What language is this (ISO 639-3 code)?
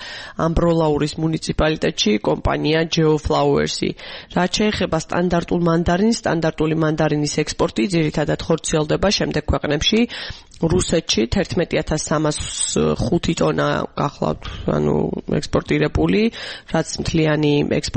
kat